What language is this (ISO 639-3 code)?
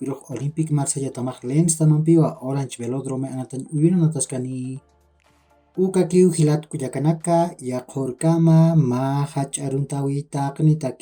aym